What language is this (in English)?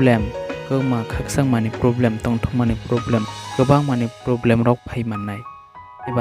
Kok Borok